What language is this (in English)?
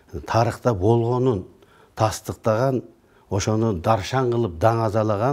Kyrgyz